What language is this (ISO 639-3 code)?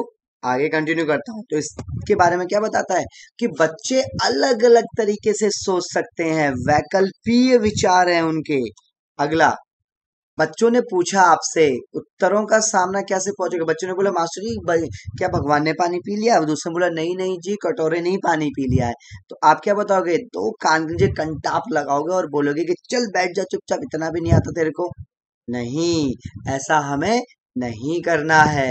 hin